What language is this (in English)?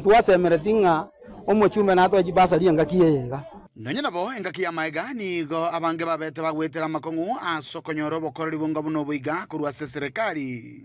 Gusii